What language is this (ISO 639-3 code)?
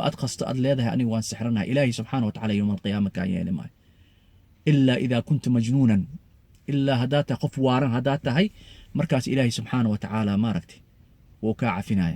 som